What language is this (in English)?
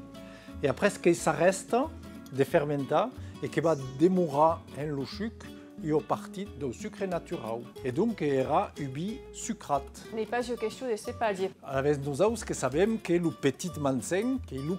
Occitan